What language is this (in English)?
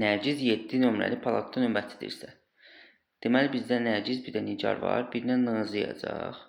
Azerbaijani